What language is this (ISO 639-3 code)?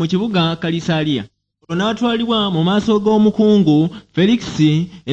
lug